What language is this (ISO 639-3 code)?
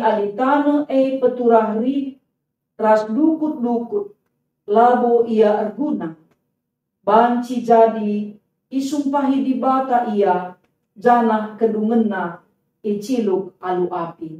btx